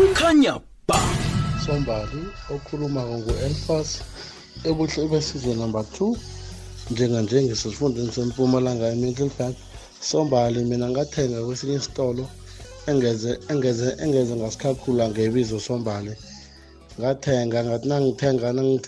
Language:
South Ndebele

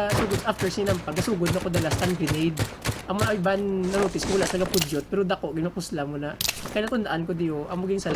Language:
Hiligaynon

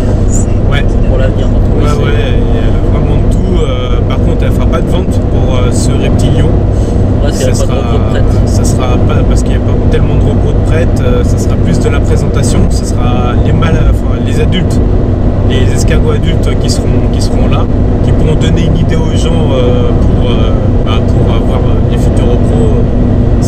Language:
French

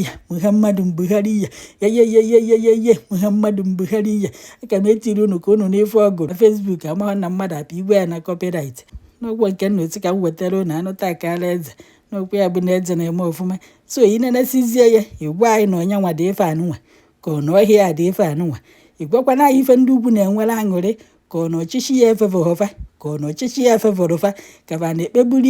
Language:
Igbo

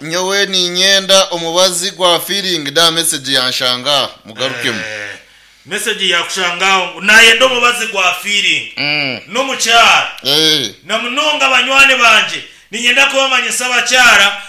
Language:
Nyankole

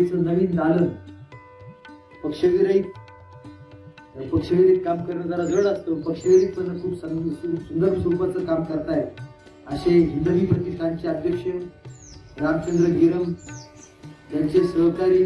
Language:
Marathi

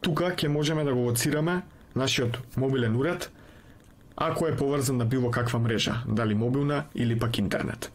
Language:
Macedonian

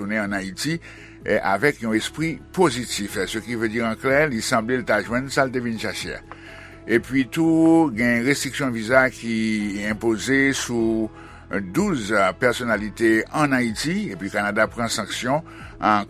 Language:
Haitian Creole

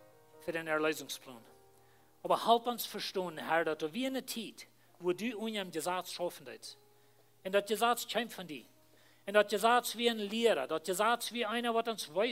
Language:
Plautdietsch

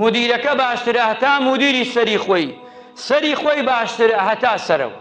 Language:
Central Kurdish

